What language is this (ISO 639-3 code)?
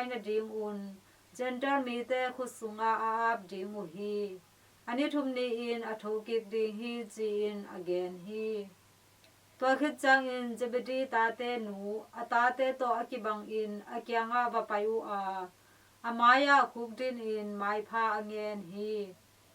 ctd